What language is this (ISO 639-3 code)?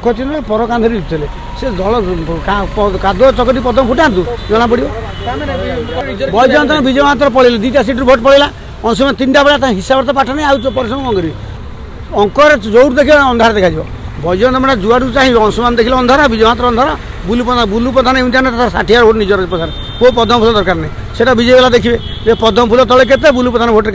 ori